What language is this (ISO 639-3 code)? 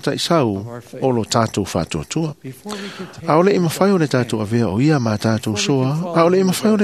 smo